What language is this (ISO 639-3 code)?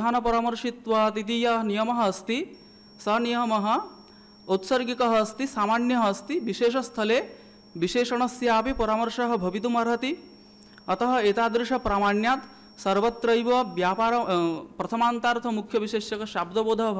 san